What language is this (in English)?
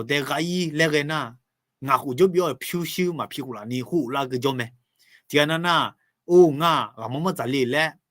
Akha